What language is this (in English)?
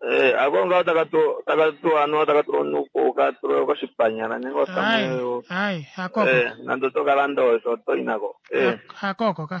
Kuanyama